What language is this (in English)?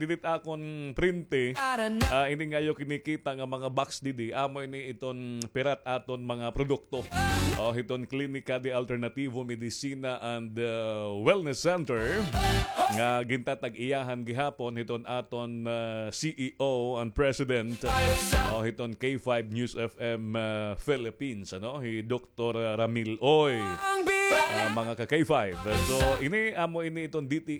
Waray